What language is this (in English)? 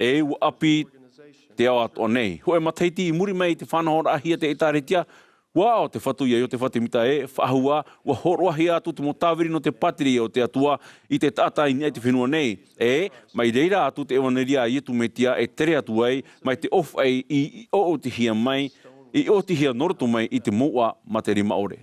Tahitian